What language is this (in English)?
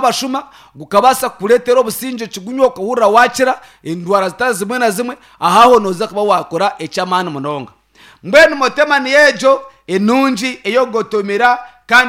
Nyankole